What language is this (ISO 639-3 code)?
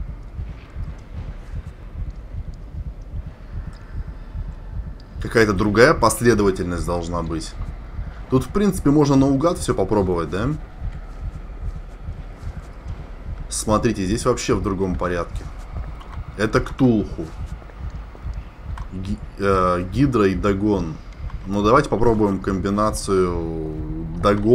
rus